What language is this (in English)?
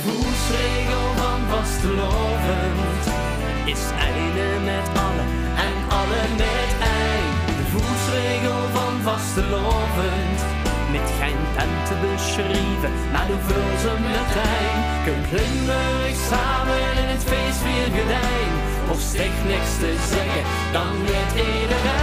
Limburgish